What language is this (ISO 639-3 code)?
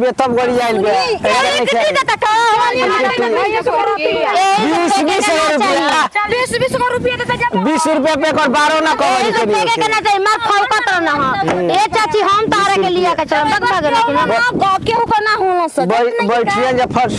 bho